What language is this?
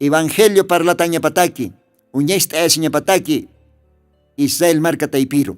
Aymara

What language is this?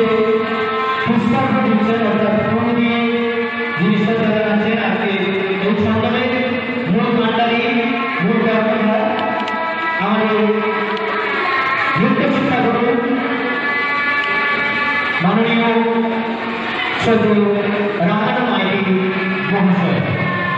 Bangla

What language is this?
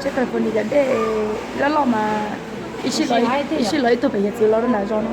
Hmong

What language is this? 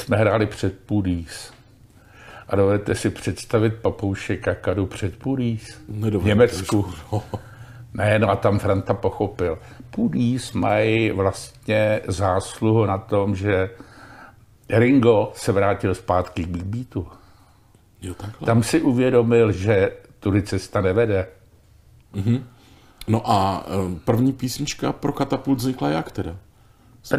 Czech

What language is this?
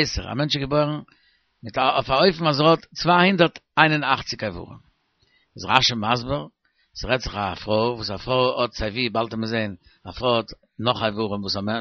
Yiddish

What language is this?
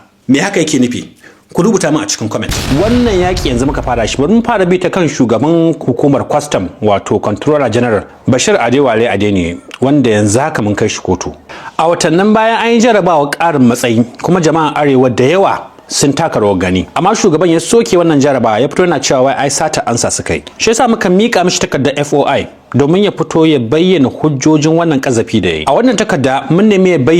Hausa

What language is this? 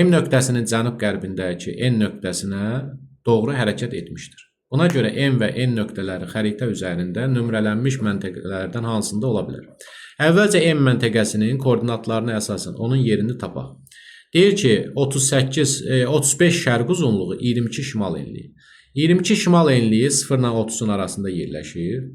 Azerbaijani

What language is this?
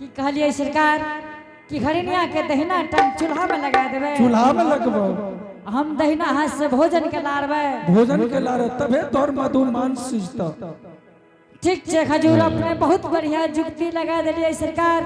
Angika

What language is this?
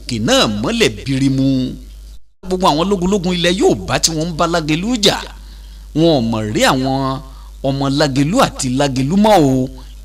Yoruba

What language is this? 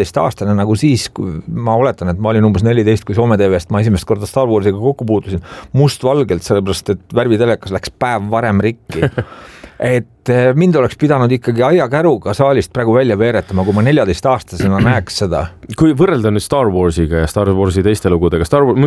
Estonian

